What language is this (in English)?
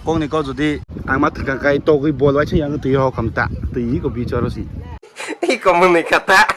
Kok Borok